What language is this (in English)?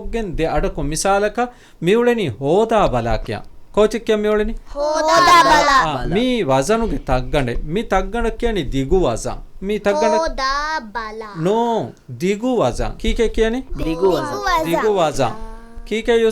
Divehi